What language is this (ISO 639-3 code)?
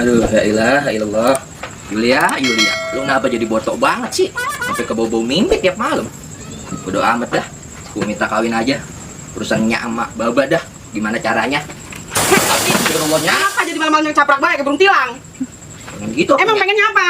bew